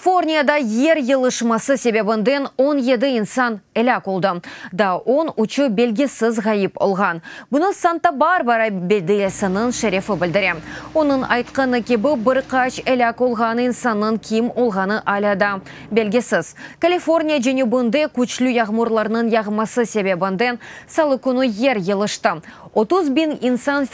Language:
Crimean Tatar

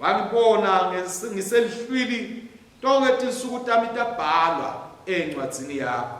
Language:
Swati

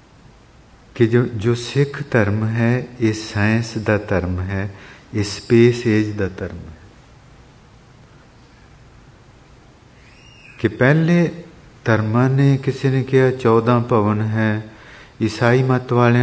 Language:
Punjabi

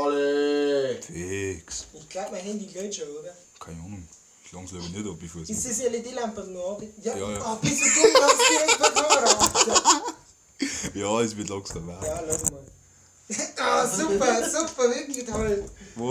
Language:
Bavarian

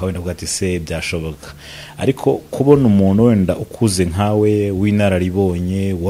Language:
Kinyarwanda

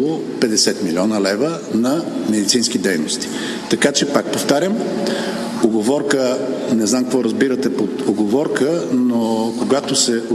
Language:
Bulgarian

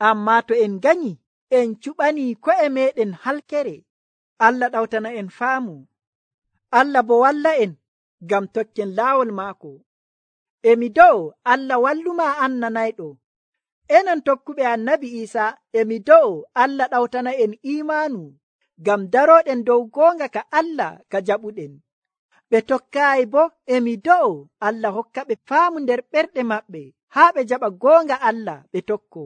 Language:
Nigerian Fulfulde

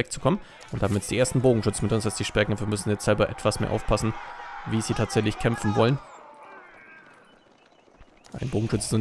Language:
German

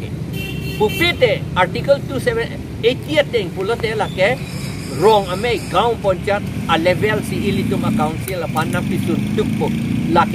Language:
Karbi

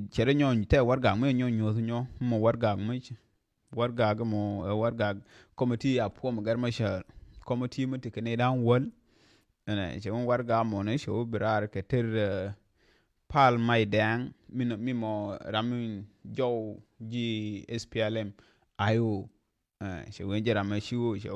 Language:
Nuer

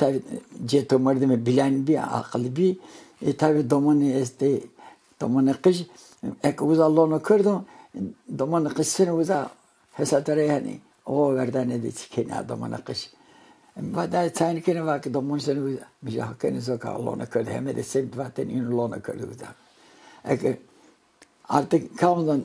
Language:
Zaza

